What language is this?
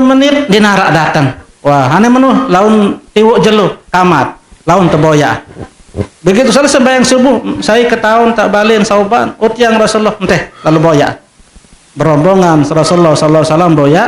Sasak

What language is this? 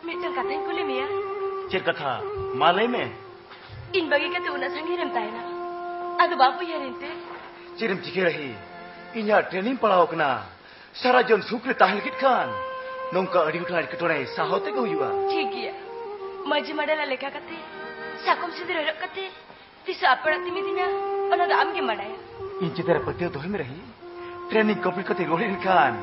Santali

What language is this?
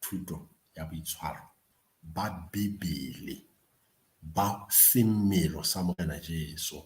Southern Sotho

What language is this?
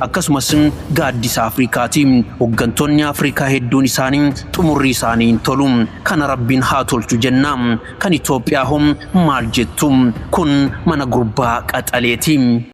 Oromo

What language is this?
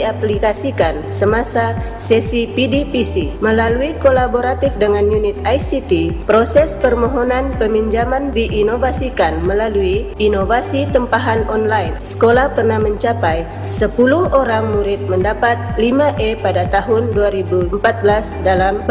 Malay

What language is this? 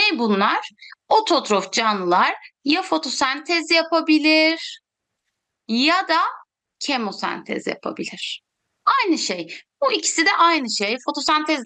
Turkish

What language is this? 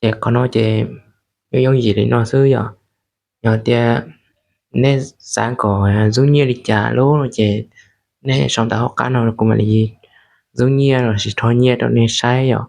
Hmong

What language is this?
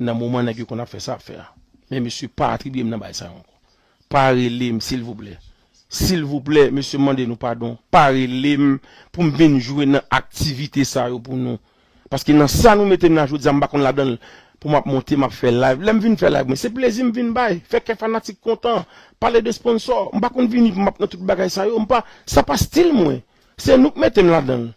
Haitian Creole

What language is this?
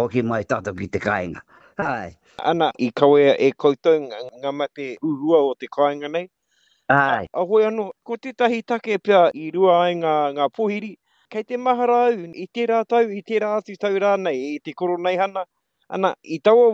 Māori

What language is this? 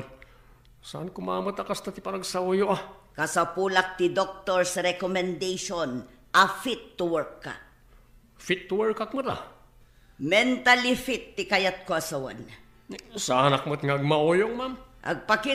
Iloko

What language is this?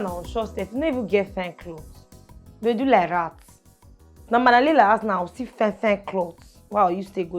Nigerian Pidgin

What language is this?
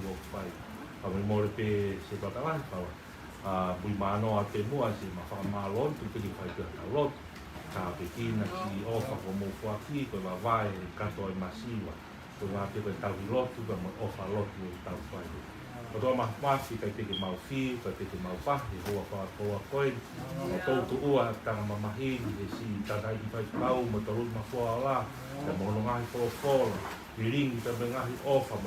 Tongan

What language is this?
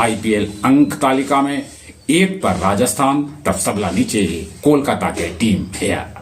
Magahi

